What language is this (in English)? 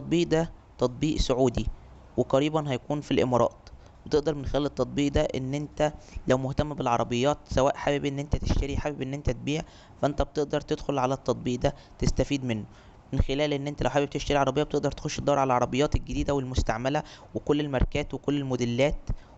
Egyptian Arabic